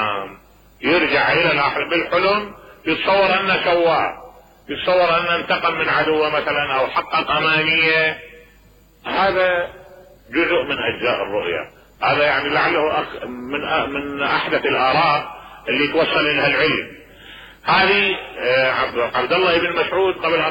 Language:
Mesopotamian Arabic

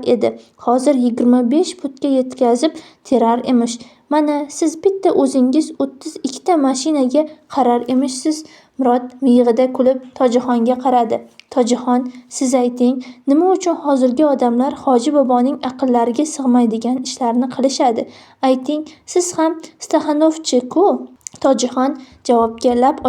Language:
Uzbek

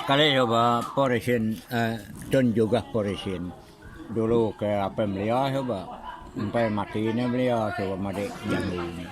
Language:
Iban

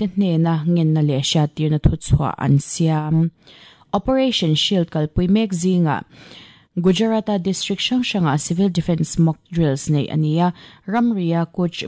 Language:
Mizo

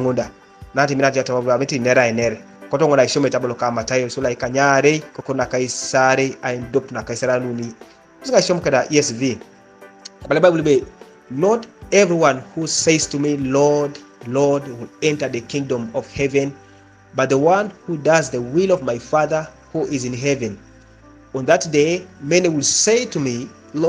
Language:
Teso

